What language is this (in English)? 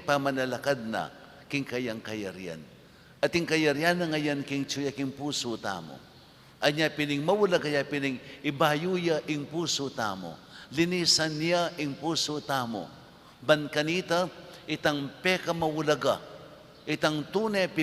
Pampanga